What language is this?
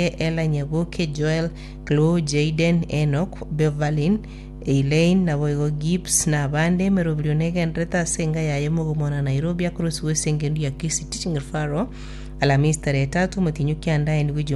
Gusii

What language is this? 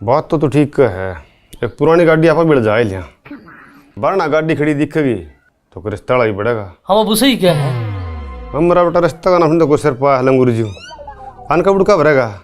Haryanvi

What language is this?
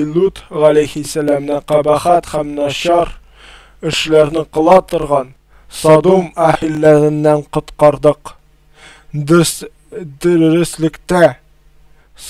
Tatar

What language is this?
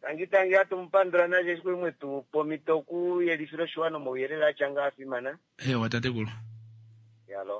Kuanyama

